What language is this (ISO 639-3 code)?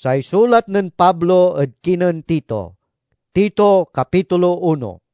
pag